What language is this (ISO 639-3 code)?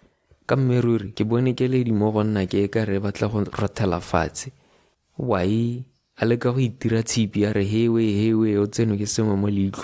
tsn